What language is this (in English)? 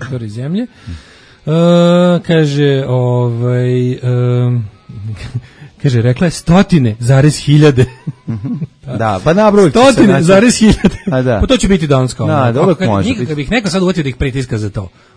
Serbian